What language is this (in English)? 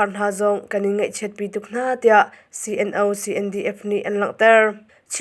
Hakha Chin